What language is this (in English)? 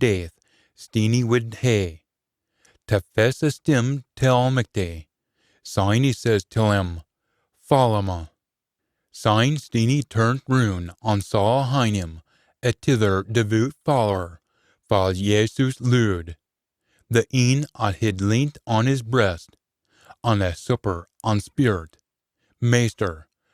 Scots